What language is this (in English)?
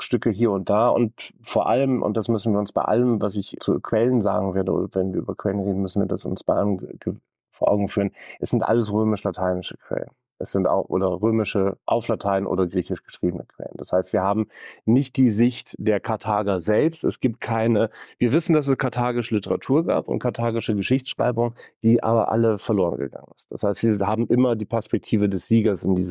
German